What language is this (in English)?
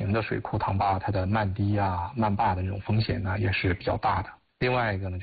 Chinese